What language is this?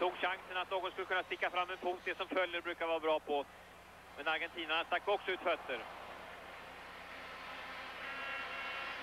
Swedish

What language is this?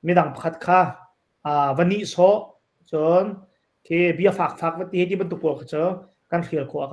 Hakha Chin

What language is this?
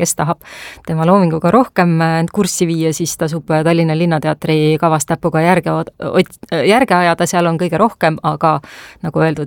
Estonian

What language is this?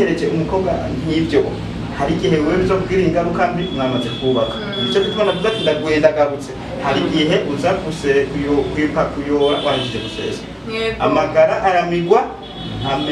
Rundi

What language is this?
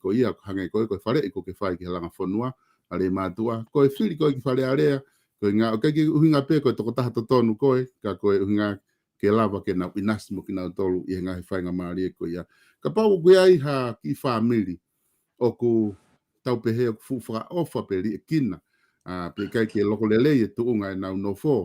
Tongan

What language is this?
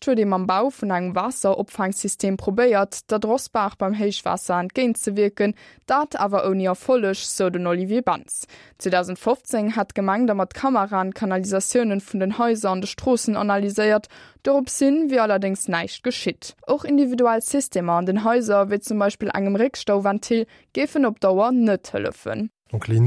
Luxembourgish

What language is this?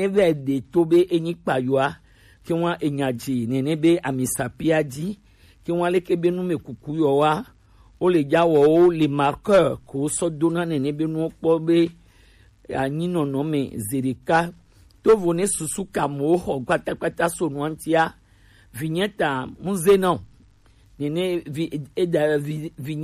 Gen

